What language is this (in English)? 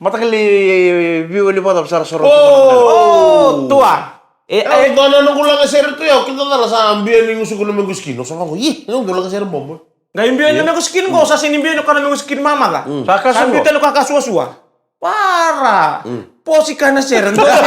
Fijian